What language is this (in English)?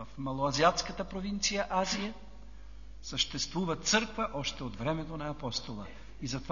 Bulgarian